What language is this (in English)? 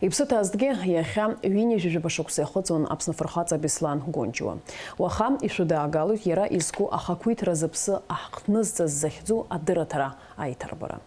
Abkhazian